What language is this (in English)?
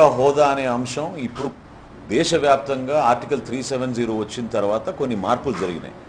Telugu